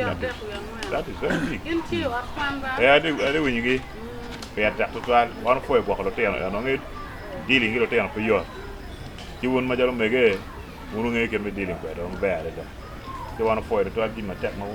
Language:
Acoli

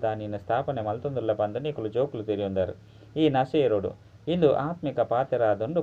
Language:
Tulu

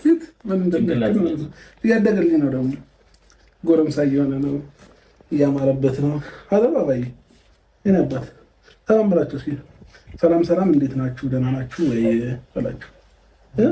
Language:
Amharic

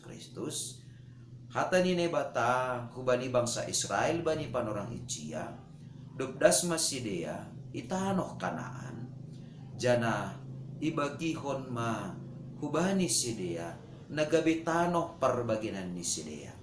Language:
Batak Simalungun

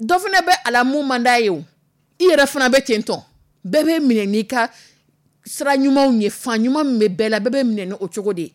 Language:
Dyula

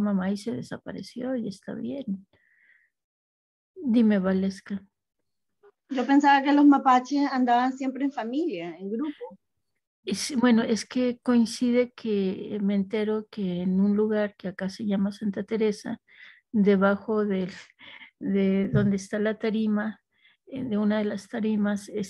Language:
Spanish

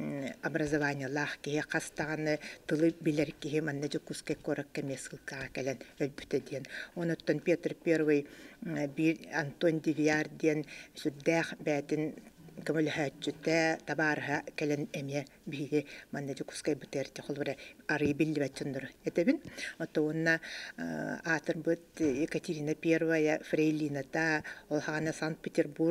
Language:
Yakut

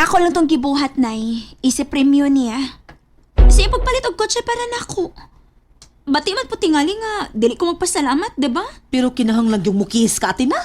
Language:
Cebuano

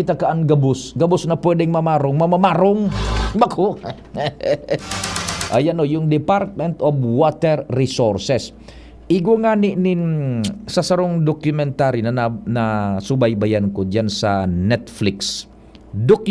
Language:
Bikol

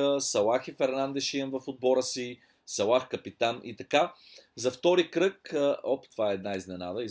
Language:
Bulgarian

